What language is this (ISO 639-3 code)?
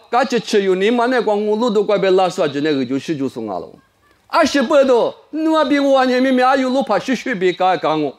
lis